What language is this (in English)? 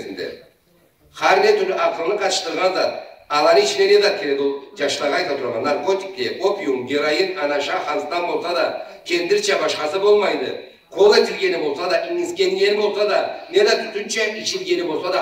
Karachay-Balkar